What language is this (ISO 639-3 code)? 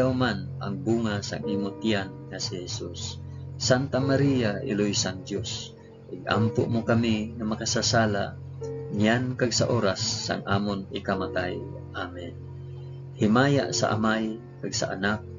hil